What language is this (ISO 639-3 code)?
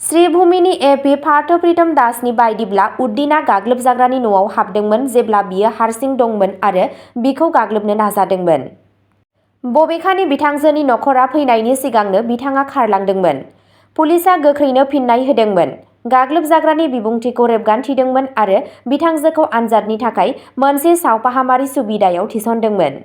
brx